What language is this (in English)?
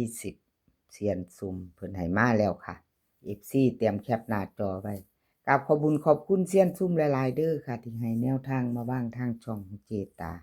Northeastern Thai